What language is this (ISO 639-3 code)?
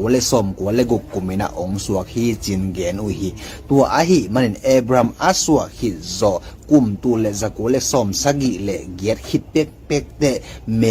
ctd